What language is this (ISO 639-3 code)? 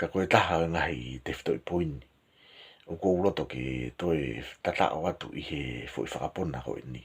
ton